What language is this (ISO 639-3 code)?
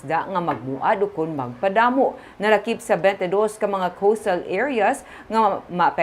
hil